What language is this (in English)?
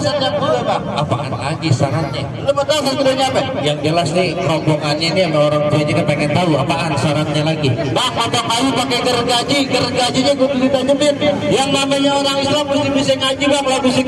Betawi